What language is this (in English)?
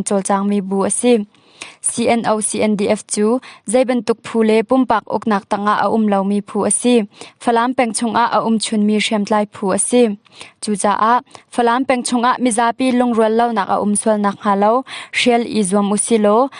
Hakha Chin